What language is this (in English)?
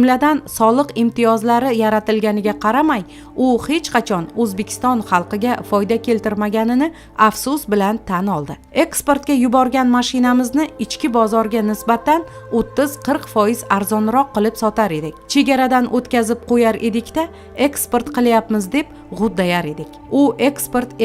Uzbek